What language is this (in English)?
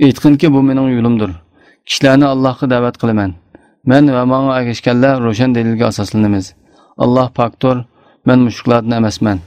Uyghur